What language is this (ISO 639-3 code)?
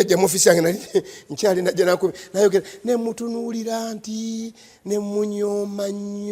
lug